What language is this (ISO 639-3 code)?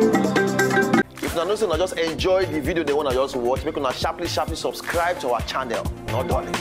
pcm